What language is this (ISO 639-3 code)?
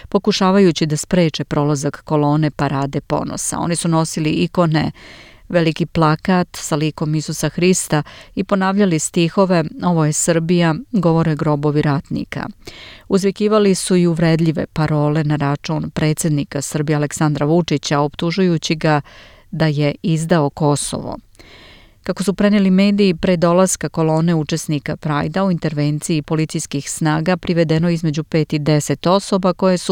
srp